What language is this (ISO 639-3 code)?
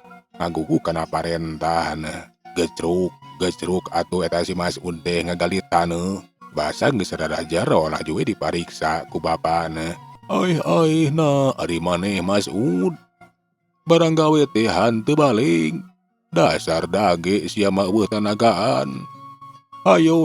sun